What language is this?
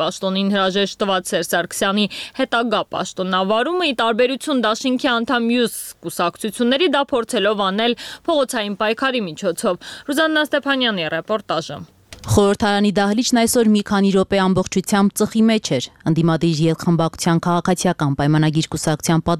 Armenian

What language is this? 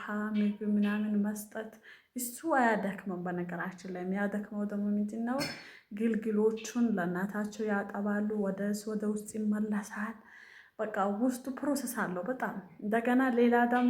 Amharic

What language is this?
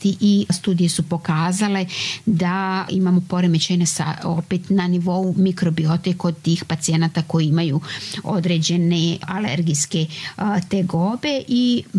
Serbian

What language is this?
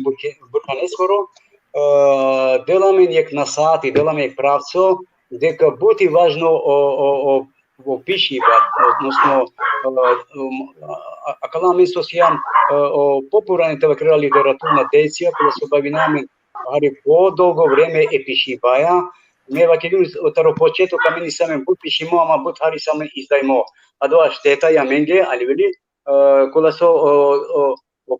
Balkan Romani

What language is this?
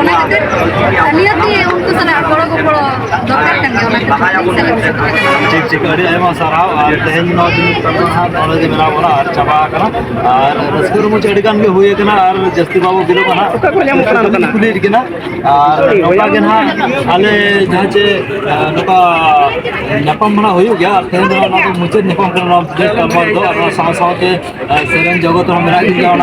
Santali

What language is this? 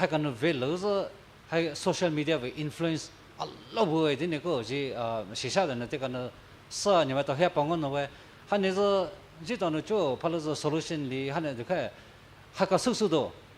Poumei Naga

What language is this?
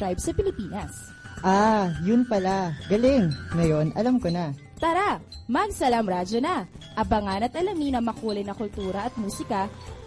Filipino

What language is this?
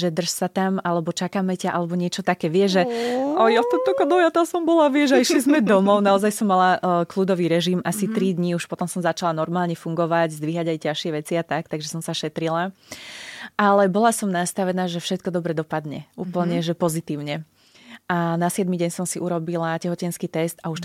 Slovak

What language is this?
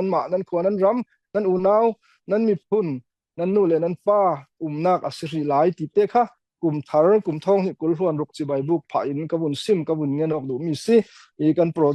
Falam Chin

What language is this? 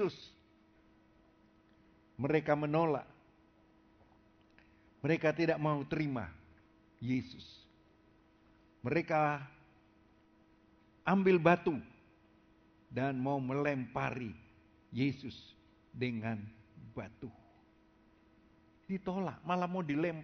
Indonesian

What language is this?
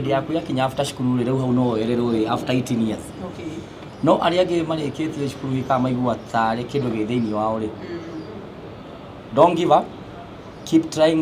Kikuyu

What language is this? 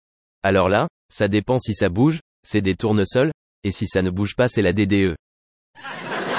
French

